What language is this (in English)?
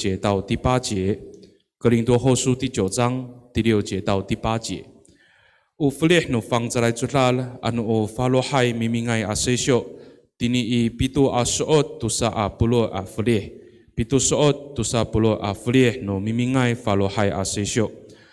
Amis